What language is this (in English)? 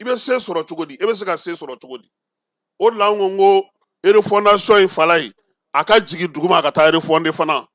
Bambara